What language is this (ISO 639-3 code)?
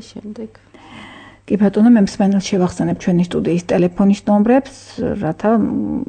kat